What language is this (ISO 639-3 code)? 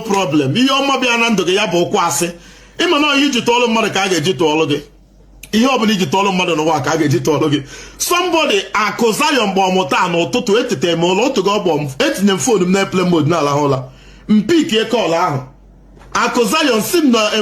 ibo